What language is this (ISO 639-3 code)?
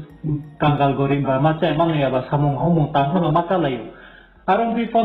ria